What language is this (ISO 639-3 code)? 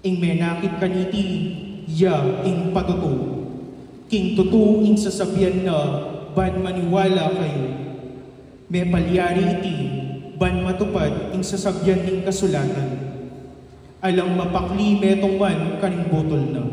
pam